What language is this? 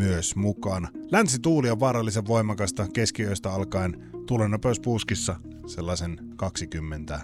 Finnish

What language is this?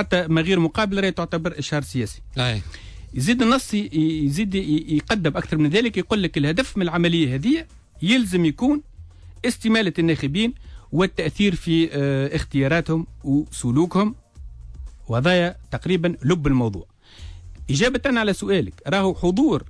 Tunisian Arabic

